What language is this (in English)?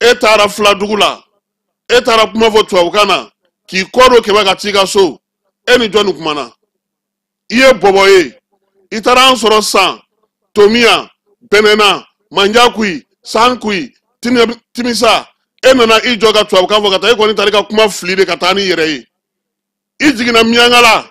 Bambara